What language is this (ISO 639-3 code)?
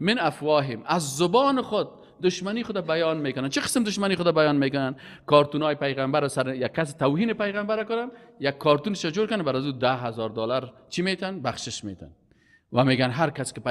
fas